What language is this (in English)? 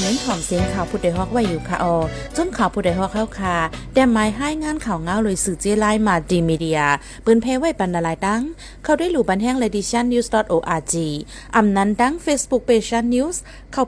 Shan